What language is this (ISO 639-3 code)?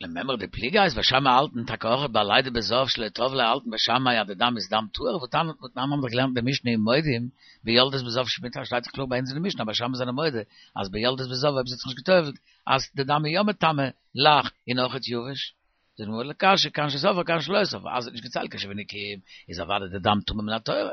yid